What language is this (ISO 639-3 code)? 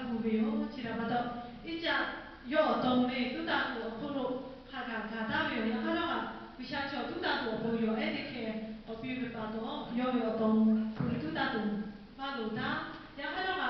lhu